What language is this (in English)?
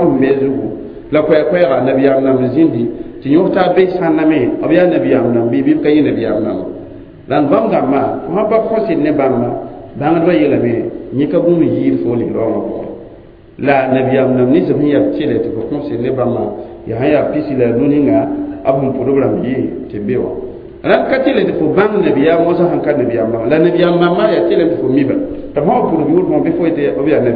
Mossi